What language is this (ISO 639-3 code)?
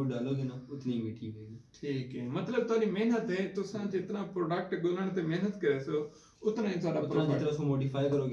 skr